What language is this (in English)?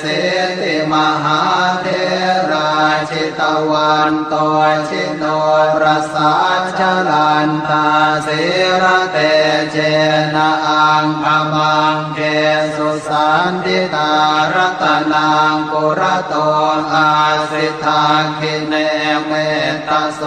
Pali